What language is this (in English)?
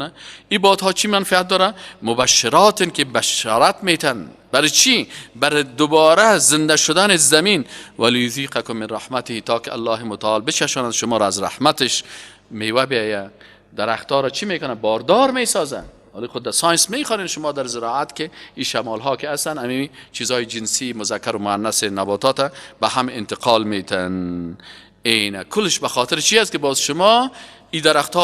Persian